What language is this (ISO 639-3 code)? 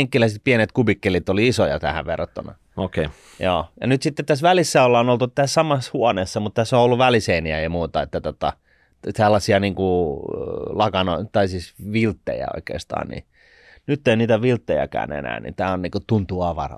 fin